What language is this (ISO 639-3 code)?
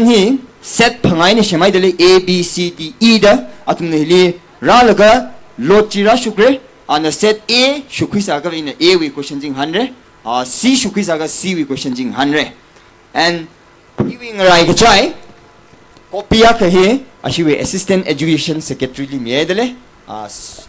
nmf